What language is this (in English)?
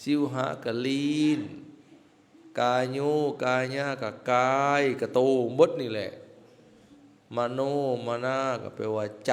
Lao